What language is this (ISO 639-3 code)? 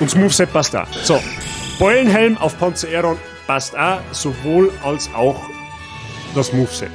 bar